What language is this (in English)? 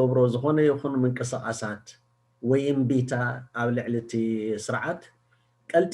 Tigrinya